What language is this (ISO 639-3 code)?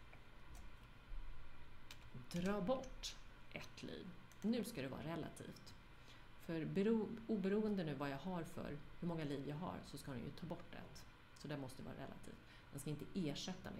swe